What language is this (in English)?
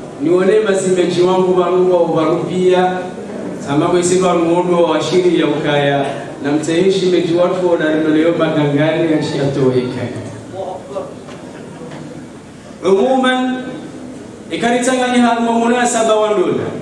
Swahili